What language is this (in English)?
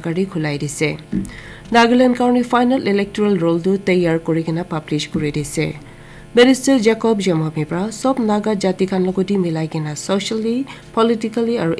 Naga Pidgin